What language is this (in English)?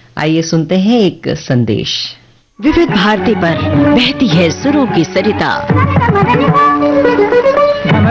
Hindi